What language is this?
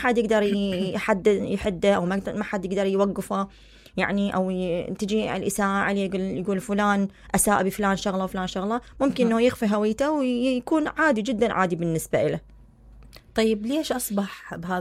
Mesopotamian Arabic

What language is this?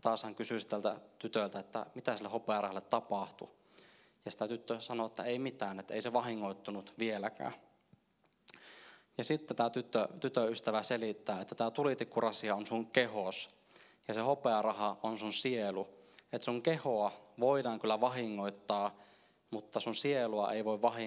Finnish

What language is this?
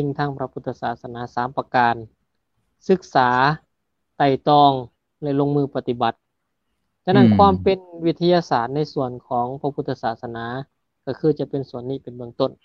Lao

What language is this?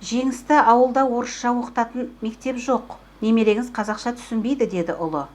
Kazakh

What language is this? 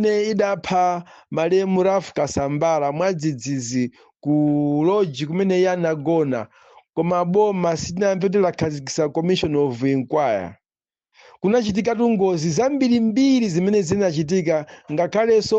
Nyanja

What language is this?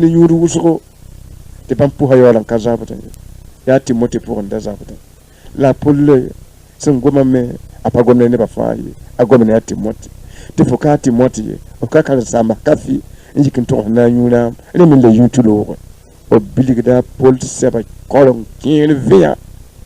Mossi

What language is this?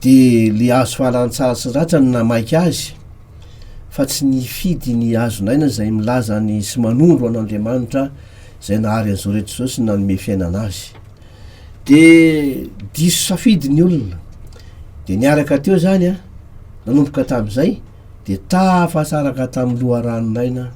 Malagasy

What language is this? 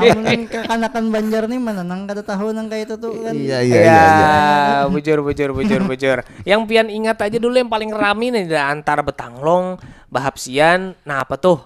Banjar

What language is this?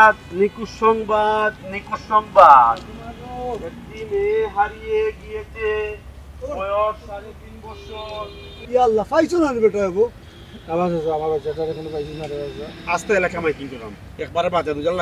Sylheti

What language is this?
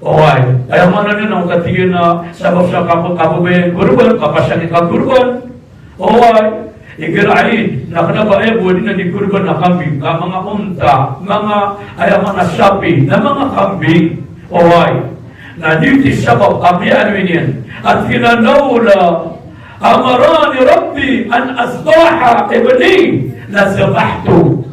Maranao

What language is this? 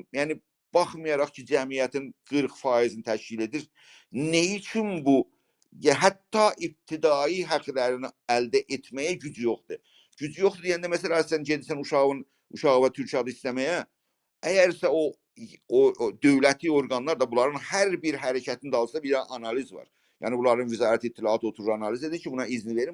South Azerbaijani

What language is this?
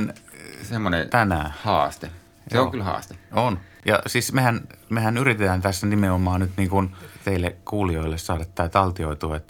Finnish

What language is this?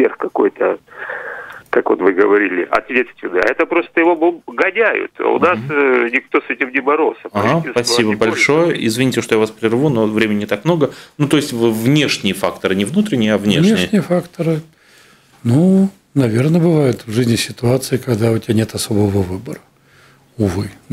Russian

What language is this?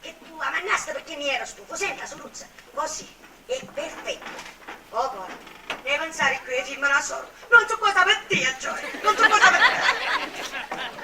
Sicilian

